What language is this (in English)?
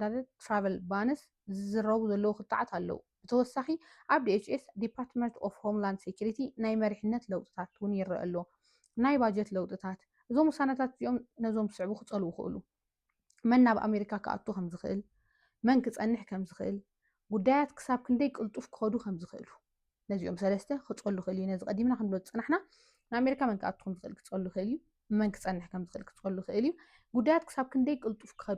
Tigrinya